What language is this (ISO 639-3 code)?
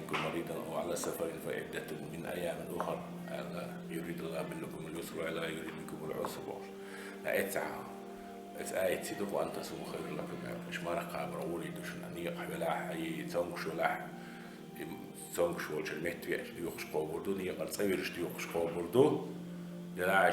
che